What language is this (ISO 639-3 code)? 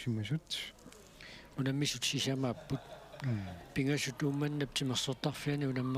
kal